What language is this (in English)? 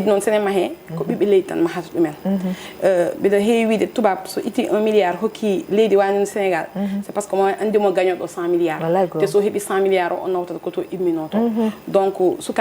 Fula